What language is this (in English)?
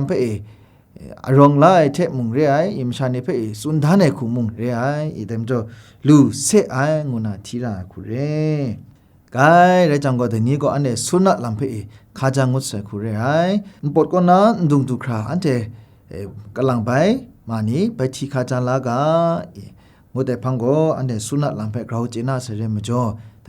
Kachin